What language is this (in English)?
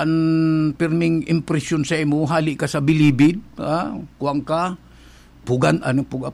Bikol